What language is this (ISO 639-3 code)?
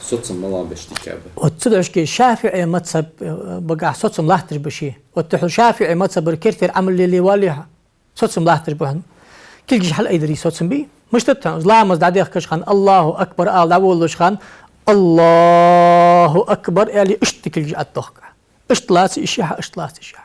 inh